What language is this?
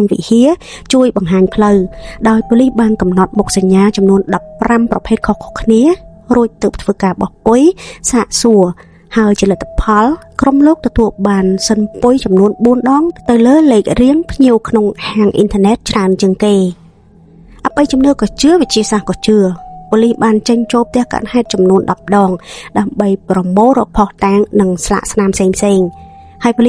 Khmer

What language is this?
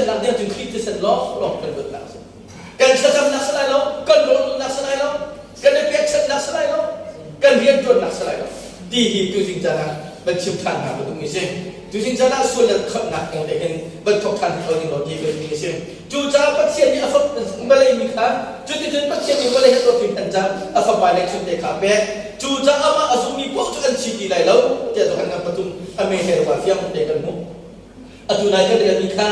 Hakha Chin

